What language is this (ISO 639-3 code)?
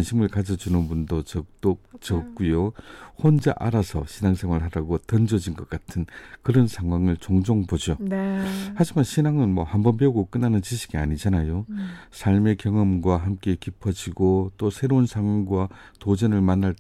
kor